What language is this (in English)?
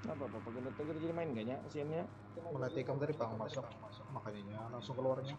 Banjar